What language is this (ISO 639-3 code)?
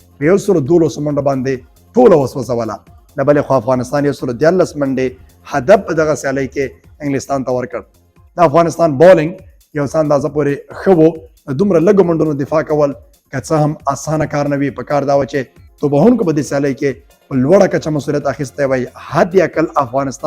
pus